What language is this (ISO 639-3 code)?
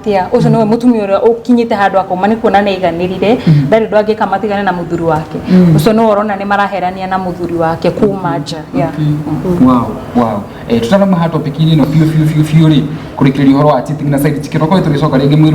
kik